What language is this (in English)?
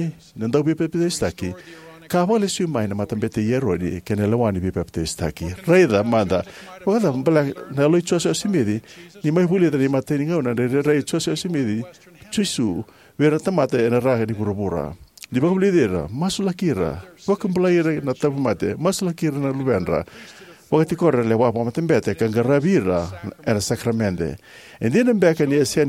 Fijian